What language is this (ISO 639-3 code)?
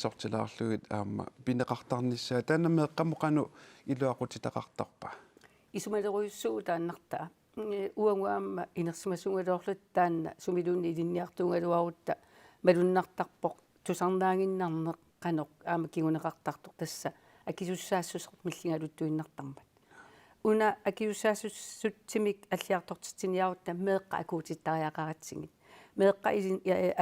kal